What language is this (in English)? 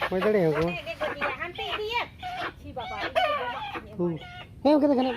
Santali